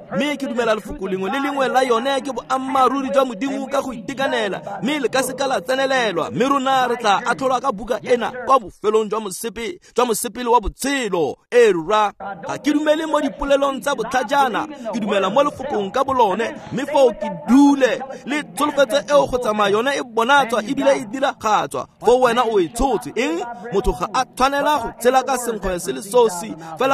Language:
Tswana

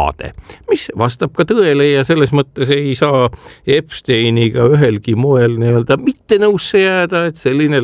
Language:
Estonian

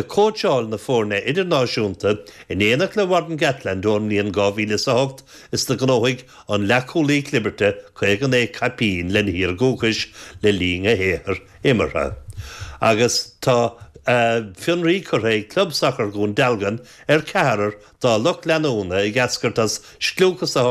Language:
Irish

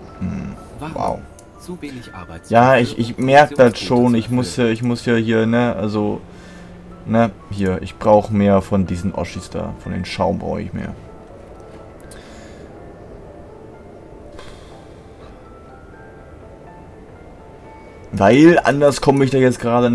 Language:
German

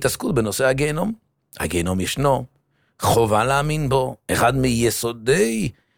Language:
Hebrew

